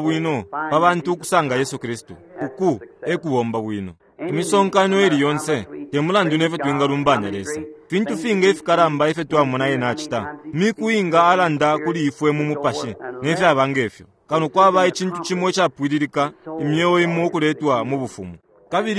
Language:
Bemba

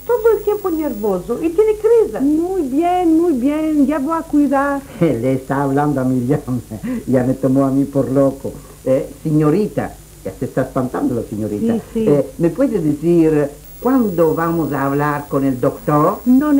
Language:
Ladino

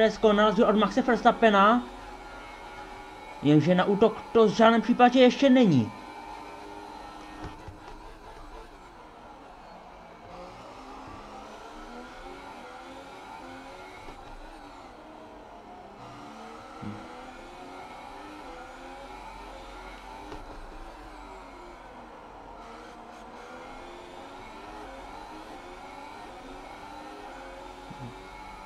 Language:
Czech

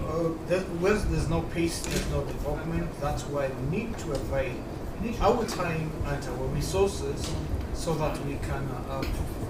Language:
Tswana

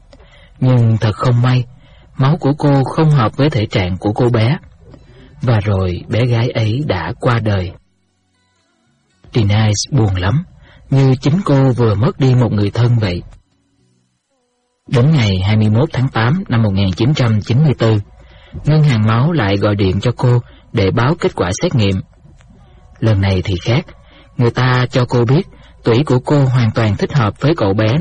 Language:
Vietnamese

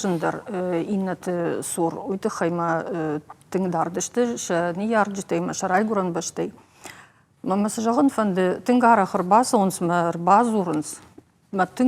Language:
Ossetic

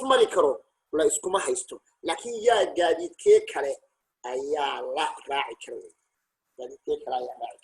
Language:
Somali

